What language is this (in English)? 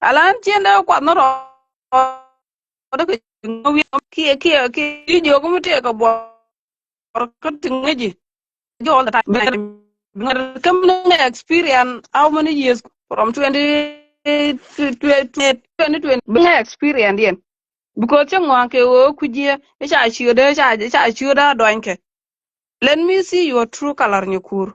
Nuer